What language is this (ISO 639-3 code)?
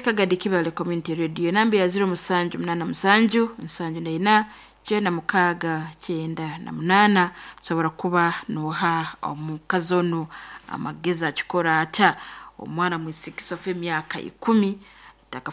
nyn